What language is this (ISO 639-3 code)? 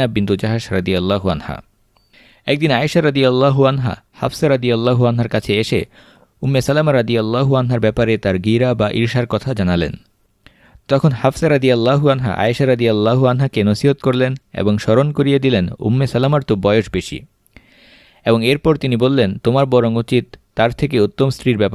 ben